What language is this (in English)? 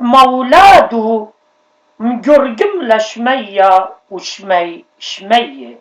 Assyrian Neo-Aramaic